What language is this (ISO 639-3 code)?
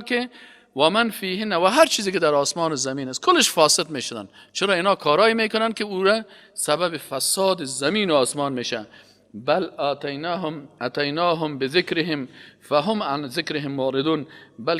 fas